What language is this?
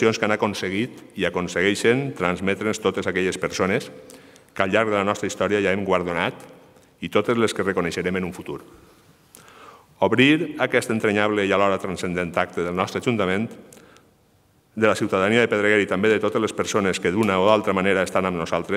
Catalan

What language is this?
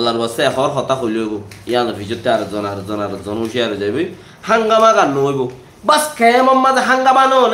Rohingya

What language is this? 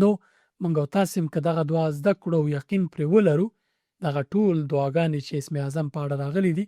Pashto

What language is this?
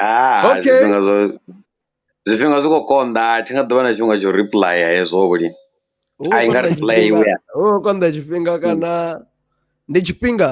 Venda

